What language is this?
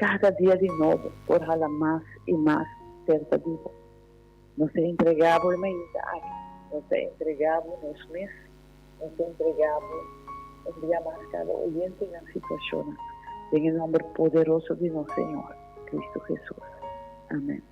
Papiamento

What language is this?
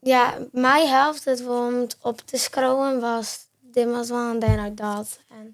Western Frisian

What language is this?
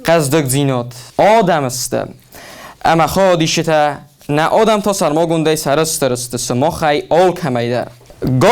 Ossetic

